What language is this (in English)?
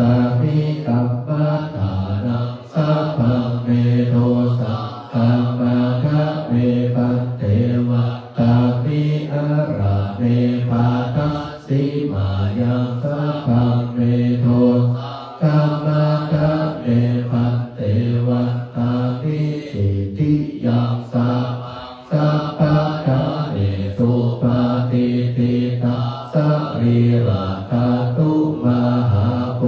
Pali